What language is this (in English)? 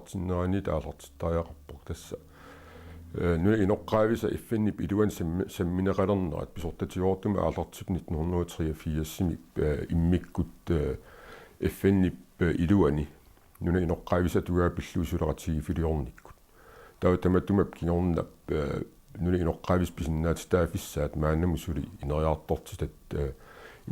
Kalaallisut